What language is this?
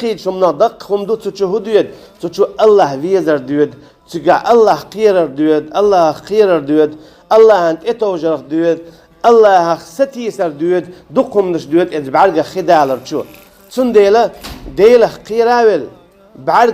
Chechen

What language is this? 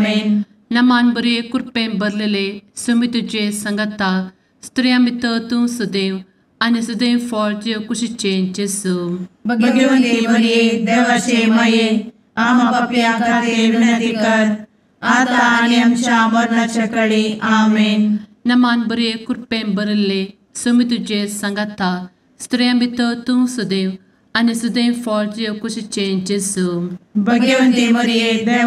Konkani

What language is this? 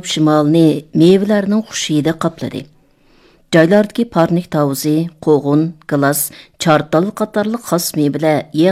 Uyghur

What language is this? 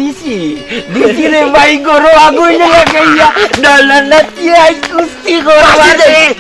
Sylheti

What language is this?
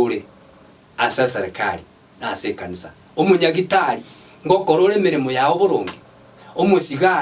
Gusii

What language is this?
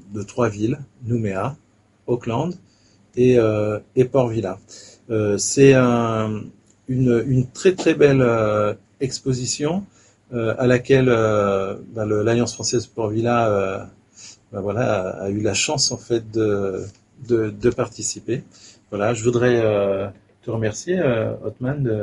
French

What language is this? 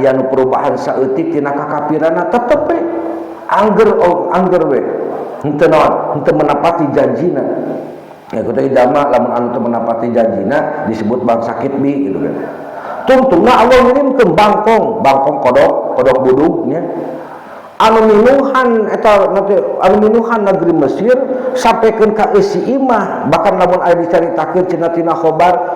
Sundanese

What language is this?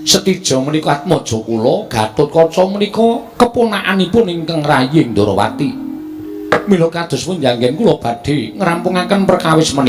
Javanese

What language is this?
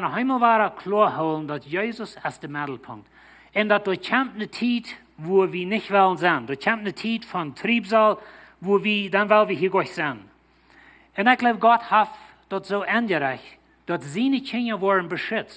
Plautdietsch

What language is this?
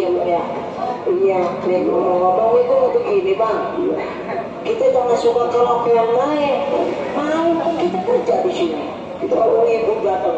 Betawi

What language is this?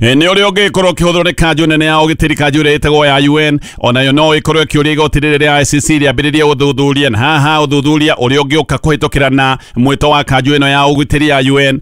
Kikuyu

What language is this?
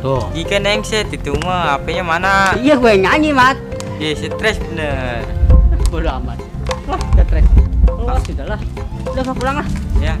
Betawi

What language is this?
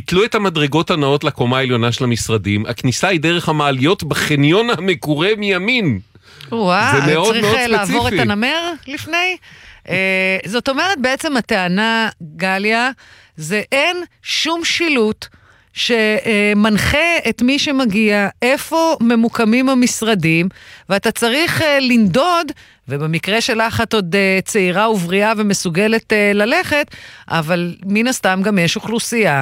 Hebrew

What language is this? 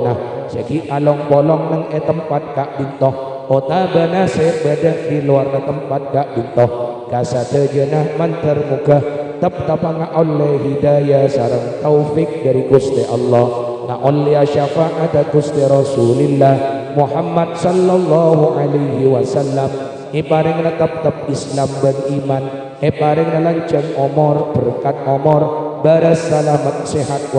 Madurese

